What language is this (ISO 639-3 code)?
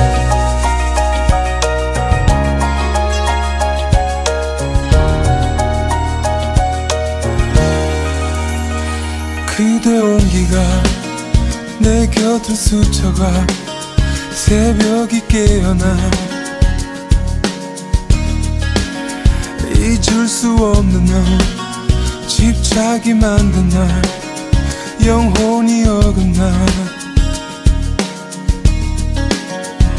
kor